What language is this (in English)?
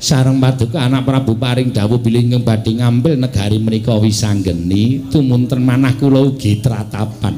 Javanese